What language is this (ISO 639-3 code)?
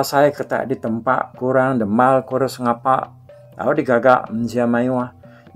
iba